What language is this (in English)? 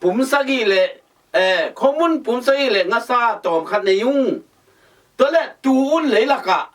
Tedim Chin